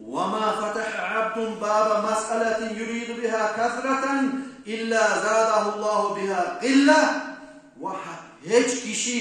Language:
Kumyk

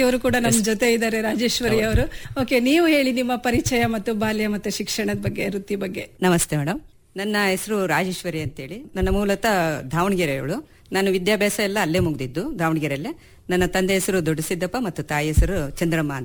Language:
Kannada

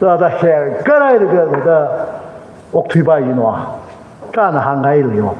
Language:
Tangkhul Naga (India)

